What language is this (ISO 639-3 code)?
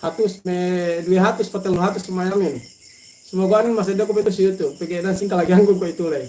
yka